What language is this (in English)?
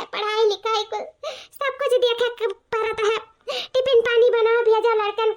Awadhi